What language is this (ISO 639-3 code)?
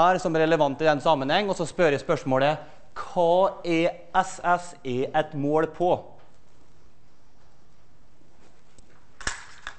nor